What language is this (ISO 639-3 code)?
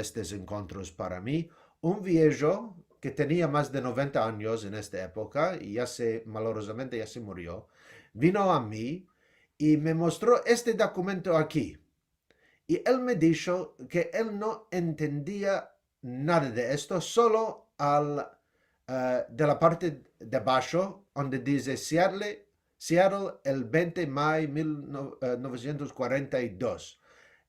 lad